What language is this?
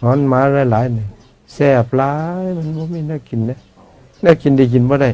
Northeastern Thai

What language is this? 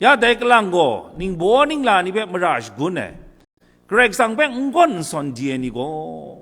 Kachin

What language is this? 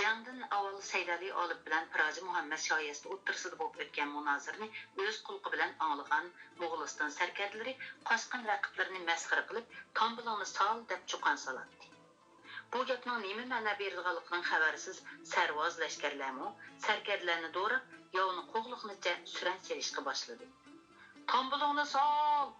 Uyghur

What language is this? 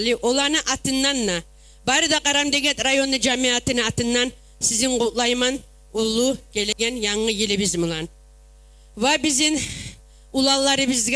Kumyk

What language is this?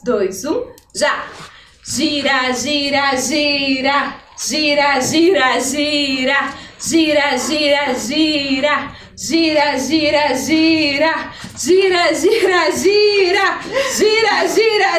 Portuguese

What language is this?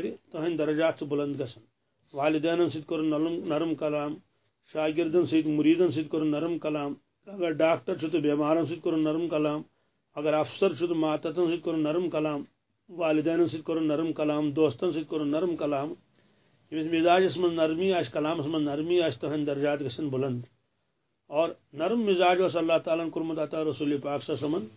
Kashmiri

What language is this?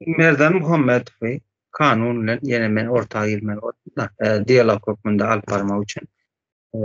Turkmen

